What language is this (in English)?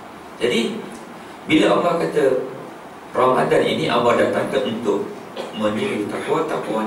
Malay